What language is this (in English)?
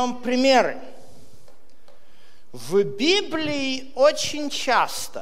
Russian